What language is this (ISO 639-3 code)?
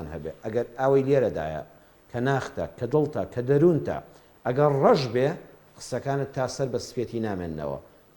ckb